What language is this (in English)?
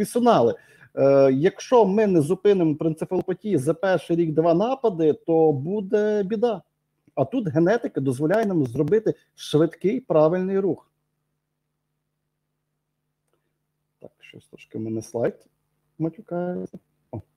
Ukrainian